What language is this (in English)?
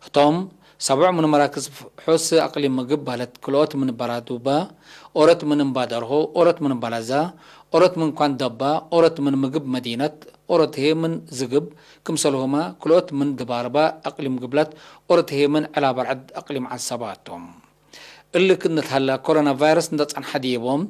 Tigre